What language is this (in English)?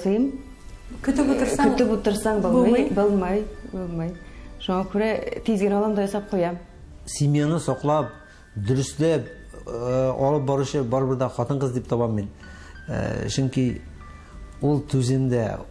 Tatar